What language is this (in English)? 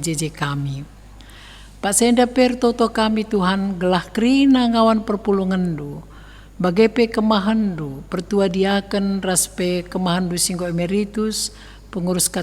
Batak Karo